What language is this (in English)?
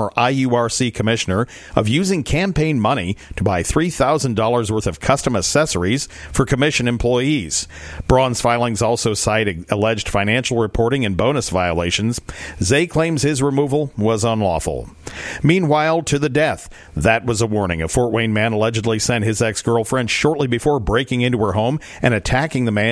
English